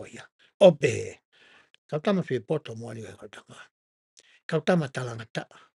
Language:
Tongan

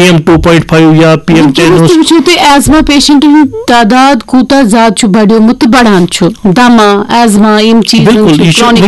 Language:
Kashmiri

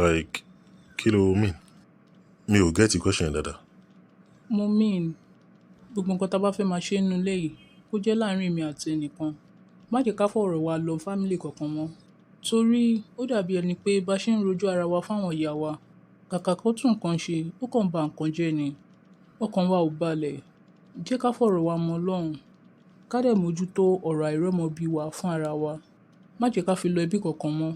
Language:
Yoruba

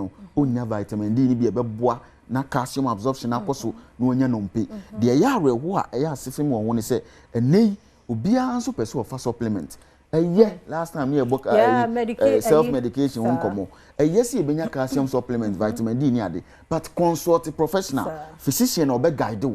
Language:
Akan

